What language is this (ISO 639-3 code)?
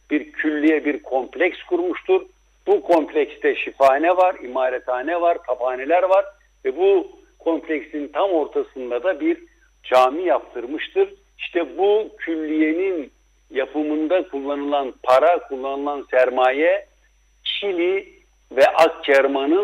tur